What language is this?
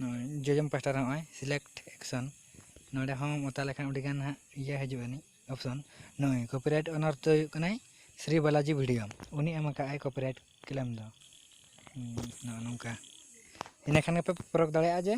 Santali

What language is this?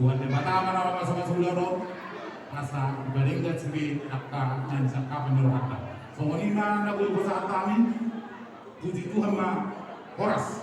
Batak Toba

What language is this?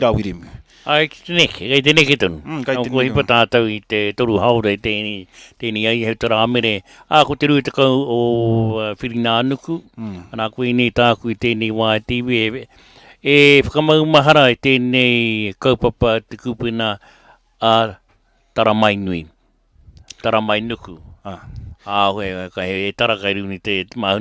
Māori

